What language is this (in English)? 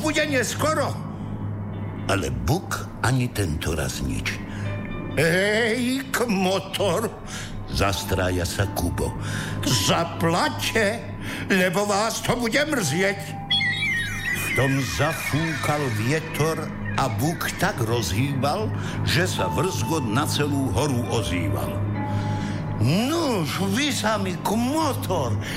Slovak